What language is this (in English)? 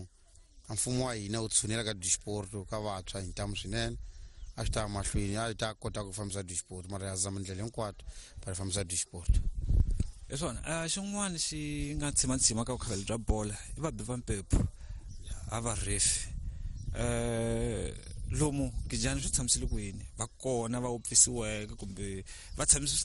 Tsonga